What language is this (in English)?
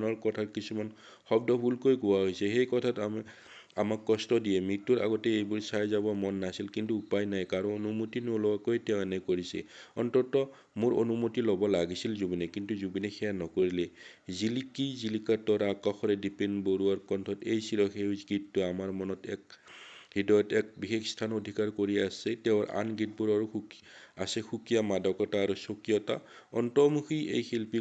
Assamese